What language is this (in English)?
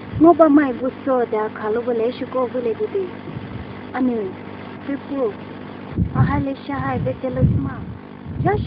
Poumei Naga